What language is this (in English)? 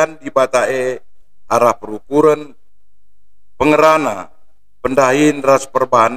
Batak Karo